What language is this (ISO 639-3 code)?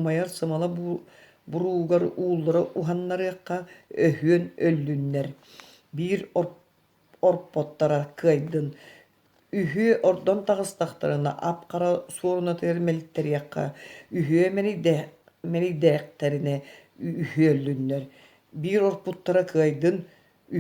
sah